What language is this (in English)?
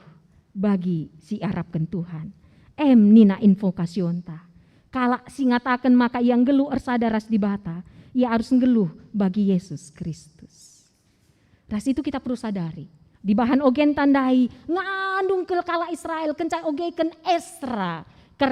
Batak Karo